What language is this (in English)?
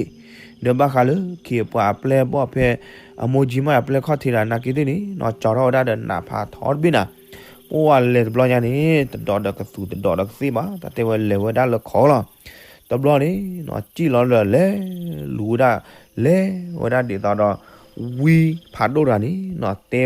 S'gaw Karen